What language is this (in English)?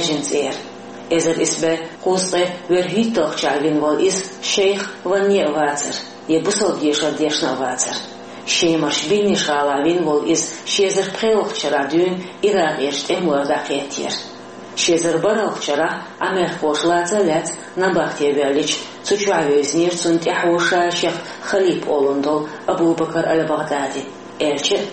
Chechen